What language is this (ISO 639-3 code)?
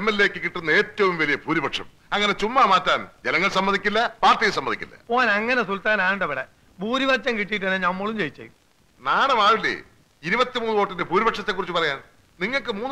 mal